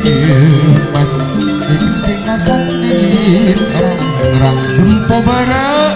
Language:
Madurese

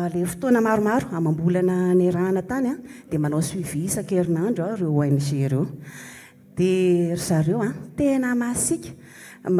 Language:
Malagasy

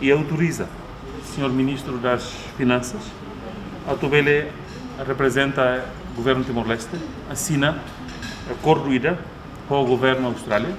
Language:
Tetum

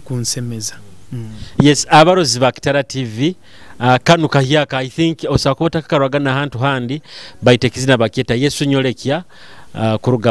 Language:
Nyoro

